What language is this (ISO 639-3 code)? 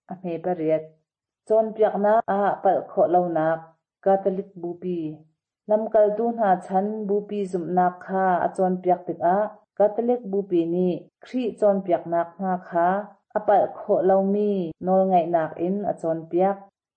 cnh